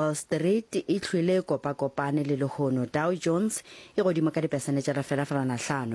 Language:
Northern Sotho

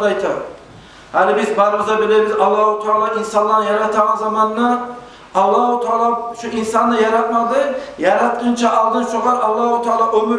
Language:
Kumyk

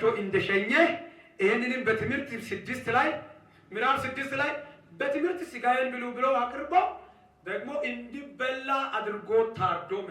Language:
Amharic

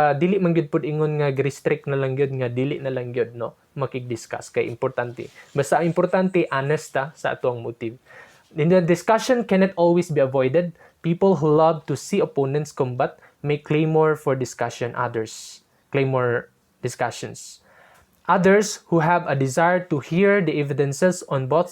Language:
Cebuano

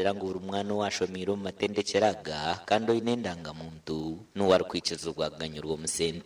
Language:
Nyankole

